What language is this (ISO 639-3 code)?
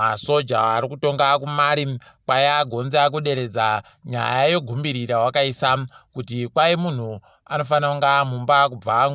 ndc